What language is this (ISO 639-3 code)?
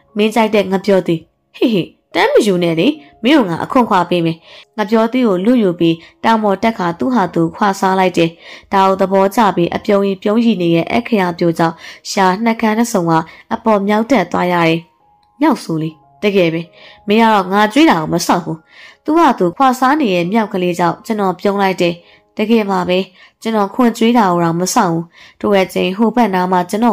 mya